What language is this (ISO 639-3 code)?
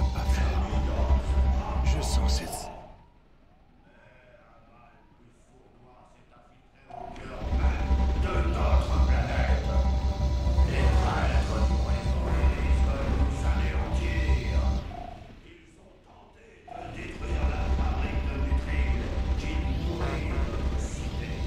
fra